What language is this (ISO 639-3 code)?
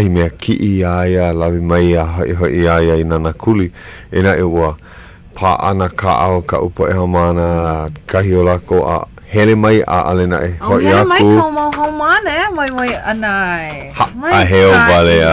haw